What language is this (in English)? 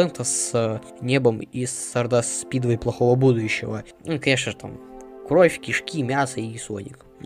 Russian